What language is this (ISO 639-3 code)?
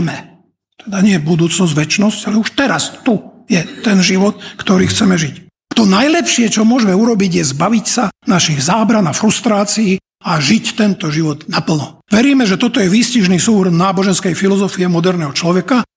slk